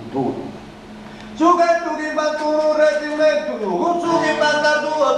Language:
Sardinian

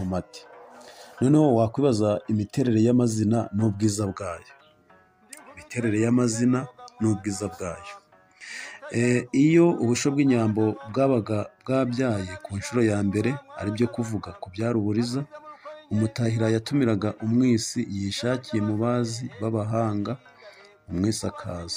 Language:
Kinyarwanda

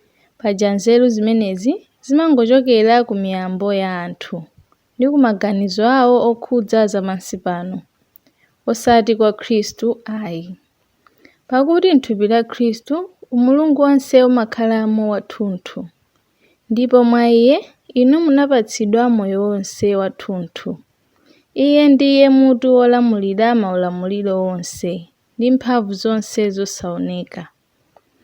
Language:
Nyanja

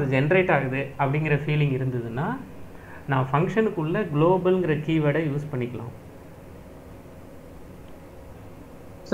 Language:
Tamil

